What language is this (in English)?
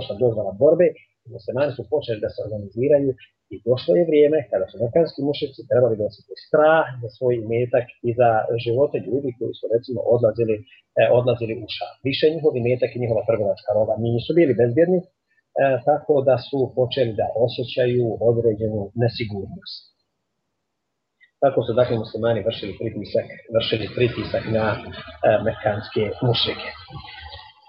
Bosnian